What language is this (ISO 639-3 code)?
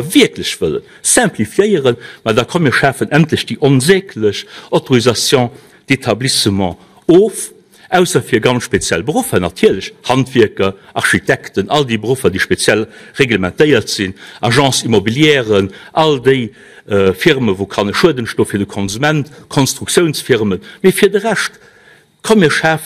ltz